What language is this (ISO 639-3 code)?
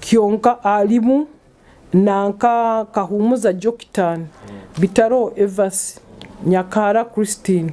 nyo